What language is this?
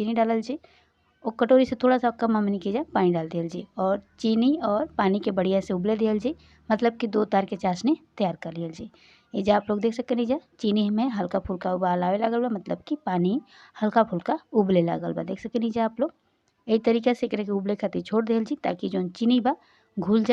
Bhojpuri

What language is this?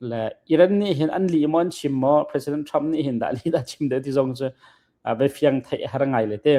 Hakha Chin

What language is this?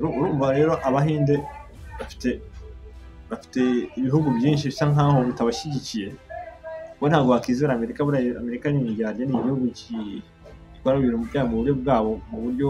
Kinyarwanda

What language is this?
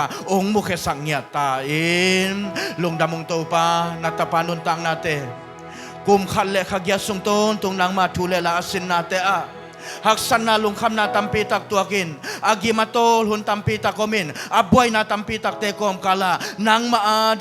Tedim Chin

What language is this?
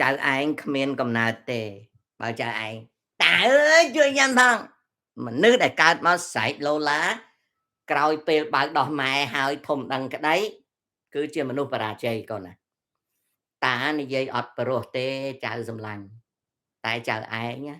Khmer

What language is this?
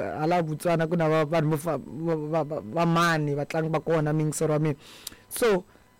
Tsonga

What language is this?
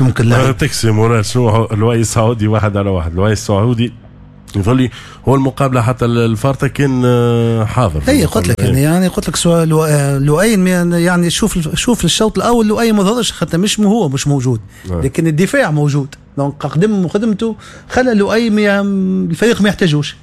Tunisian Arabic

